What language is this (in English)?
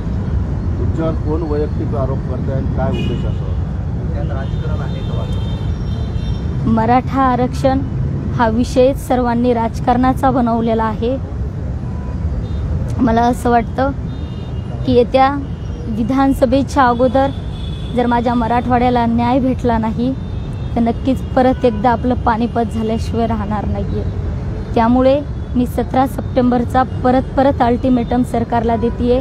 Marathi